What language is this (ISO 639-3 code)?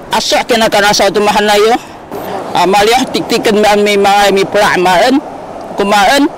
szy